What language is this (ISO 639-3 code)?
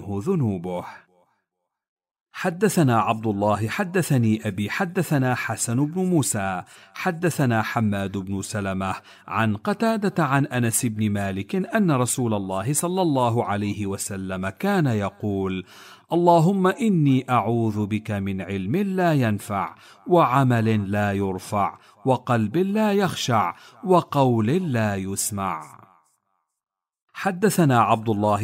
ara